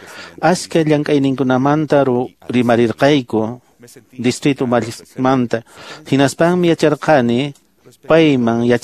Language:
Quechua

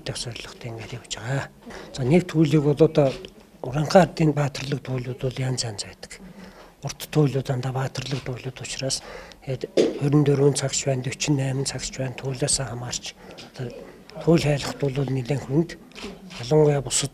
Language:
Mongolian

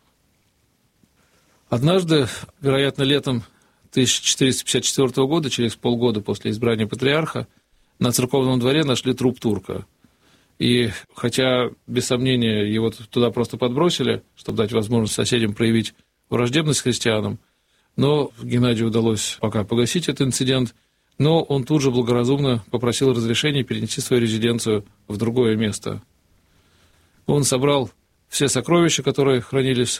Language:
Russian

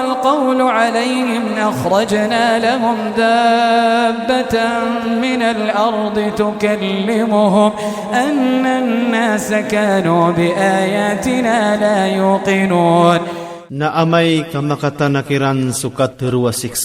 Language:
Maranao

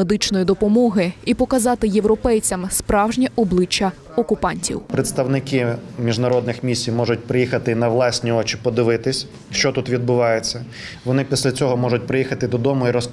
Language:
Ukrainian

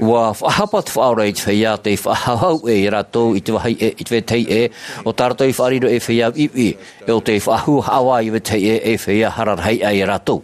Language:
Tahitian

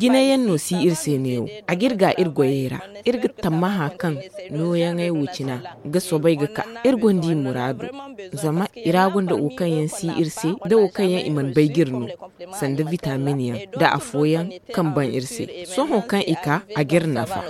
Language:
Zarma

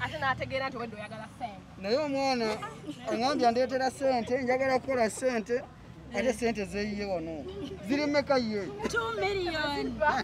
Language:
Ganda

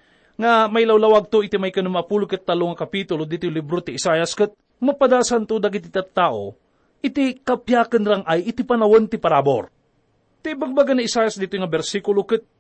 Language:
Iloko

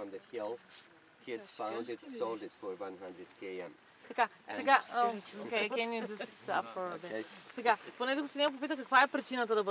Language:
Bulgarian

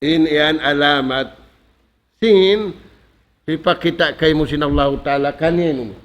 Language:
Tausug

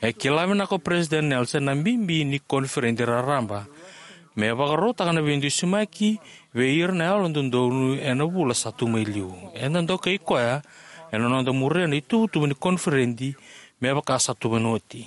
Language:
Fijian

